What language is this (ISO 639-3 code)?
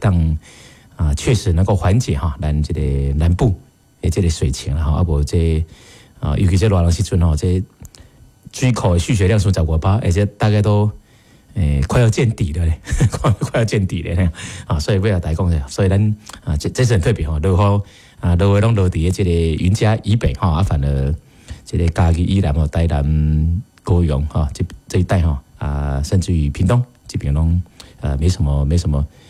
nan